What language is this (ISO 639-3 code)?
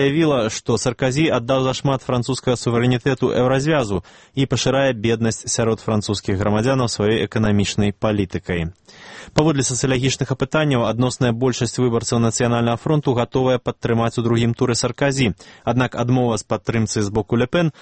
bel